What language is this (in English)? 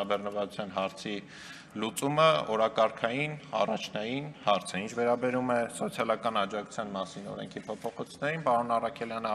Armenian